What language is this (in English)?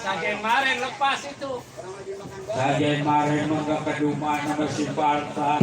Betawi